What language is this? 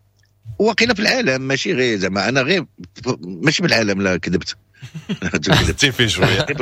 Moroccan Arabic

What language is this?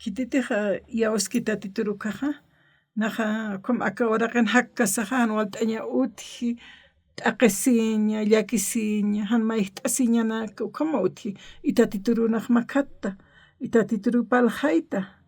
Aymara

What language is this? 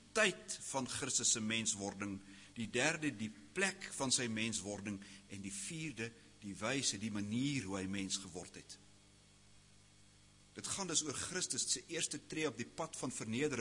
Afrikaans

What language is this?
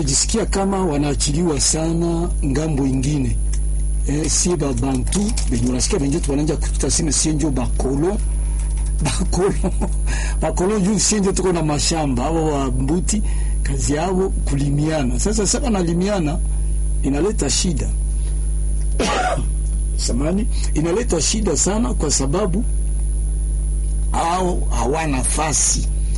Swahili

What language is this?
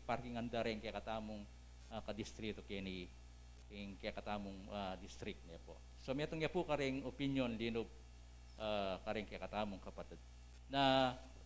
Pampanga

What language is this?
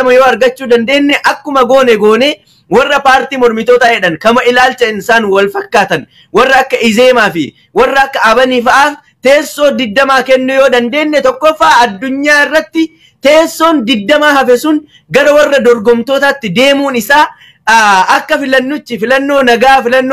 Oromo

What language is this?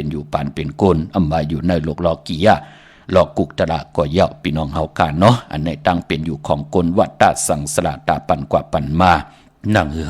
Shan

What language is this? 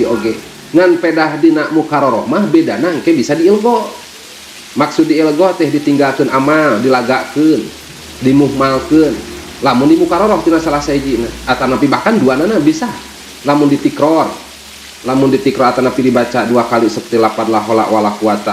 Sundanese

